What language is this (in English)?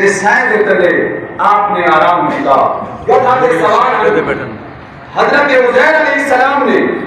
Saraiki